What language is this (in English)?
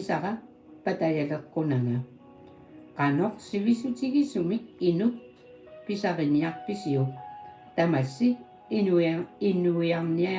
Kalaallisut